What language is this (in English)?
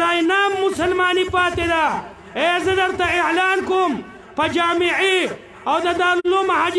Pashto